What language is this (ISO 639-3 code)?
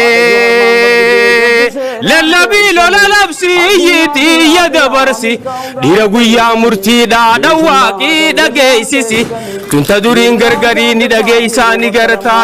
orm